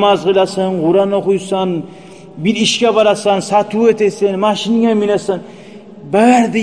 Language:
Kumyk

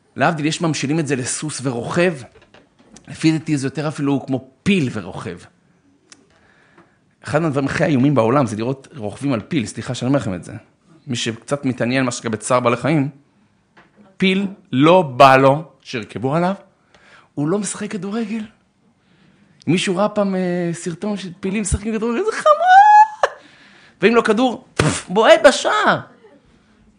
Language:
Hebrew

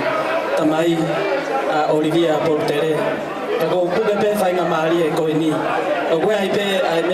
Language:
Tongan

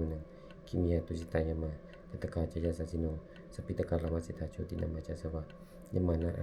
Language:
Pali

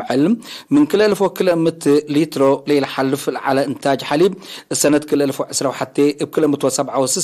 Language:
Tigre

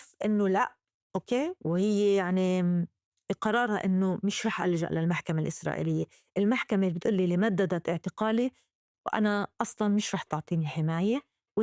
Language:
North Levantine Arabic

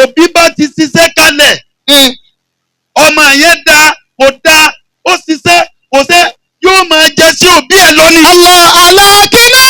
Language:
Yoruba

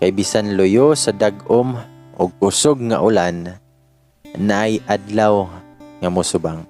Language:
Cebuano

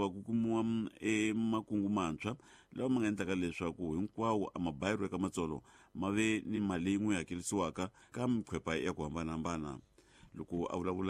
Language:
Tsonga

